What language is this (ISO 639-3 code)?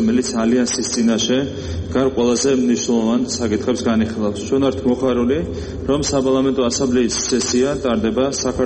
kat